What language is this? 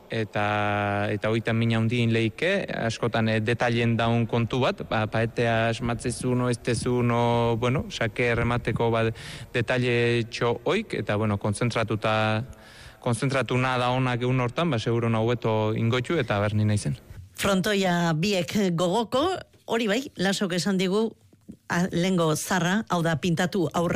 Basque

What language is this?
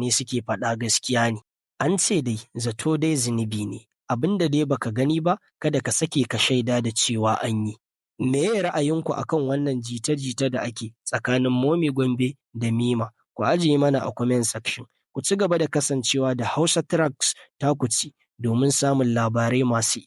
Hausa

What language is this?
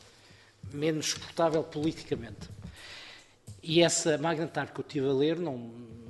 Portuguese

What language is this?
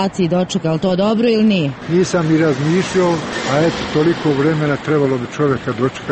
Serbian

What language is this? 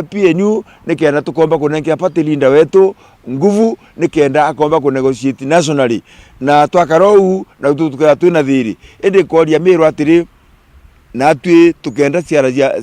Meru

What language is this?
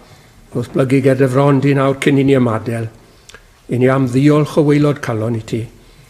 Welsh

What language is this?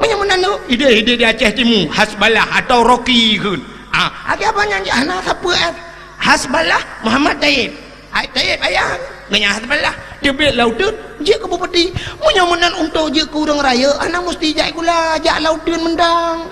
Achinese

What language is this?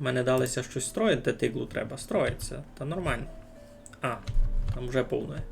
Rusyn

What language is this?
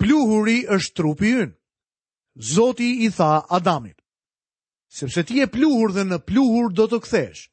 Albanian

